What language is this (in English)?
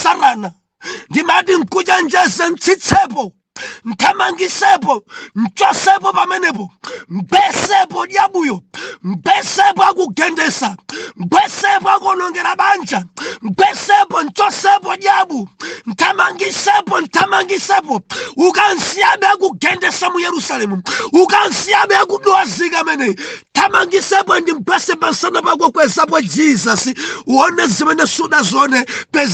Nyanja